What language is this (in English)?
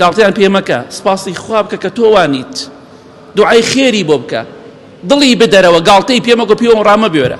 Central Kurdish